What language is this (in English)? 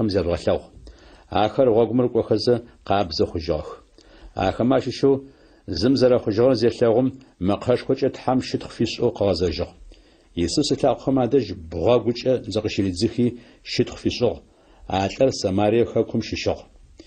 Adyghe